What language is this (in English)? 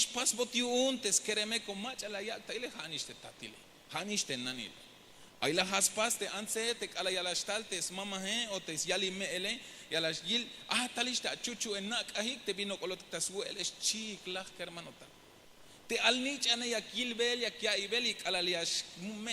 Tzeltal